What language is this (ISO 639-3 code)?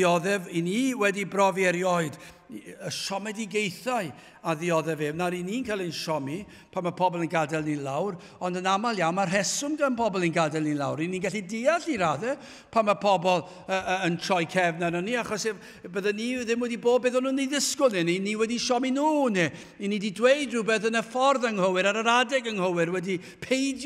cym